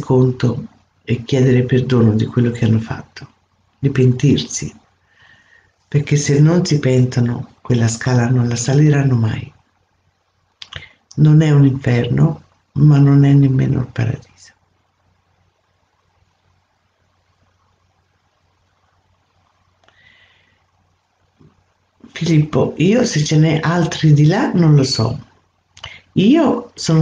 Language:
Italian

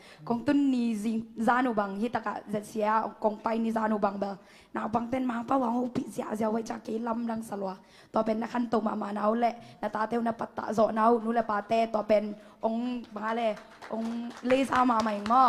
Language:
Tedim Chin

